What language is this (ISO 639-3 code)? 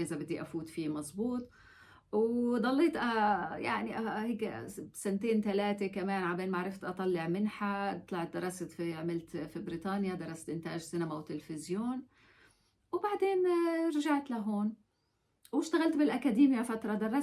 apc